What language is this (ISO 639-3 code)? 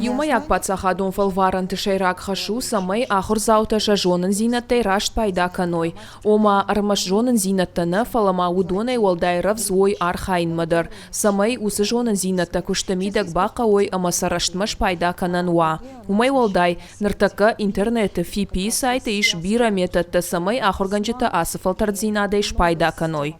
oss